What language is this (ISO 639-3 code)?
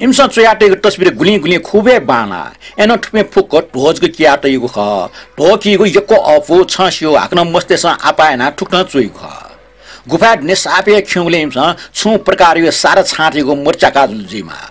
new